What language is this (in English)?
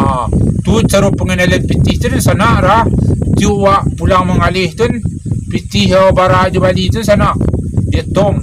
Minangkabau